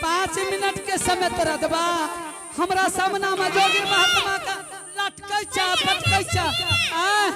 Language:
Angika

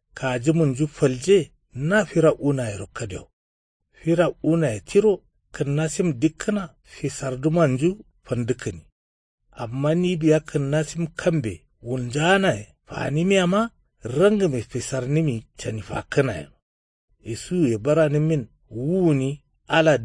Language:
Kanuri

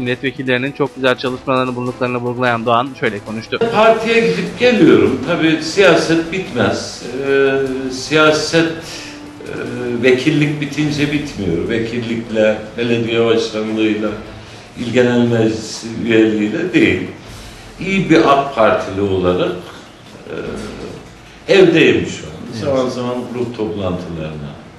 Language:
Turkish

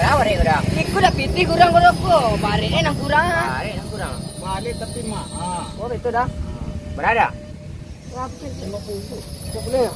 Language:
Minangkabau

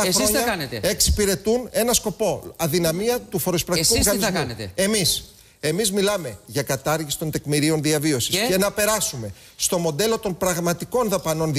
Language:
Greek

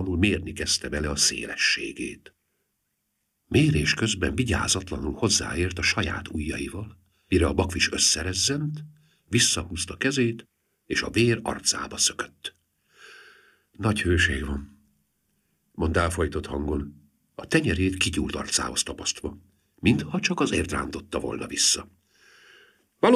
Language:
Hungarian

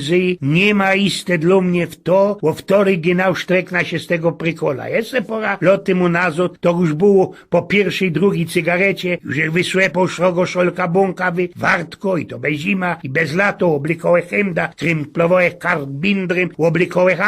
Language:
Silesian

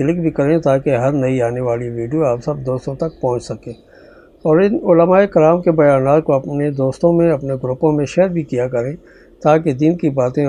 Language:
Urdu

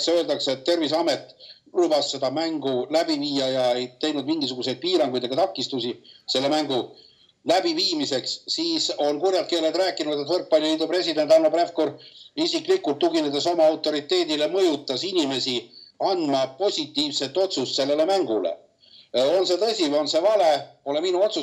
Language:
Estonian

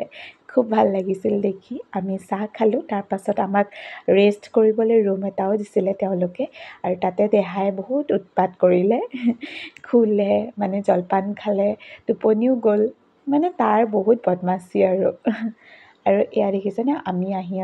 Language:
Assamese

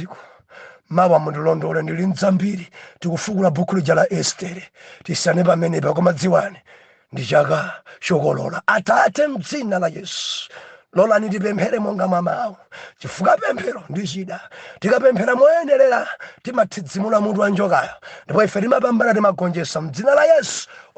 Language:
Nyanja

